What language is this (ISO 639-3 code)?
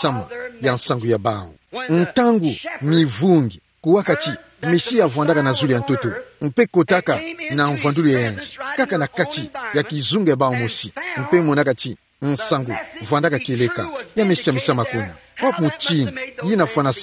ktu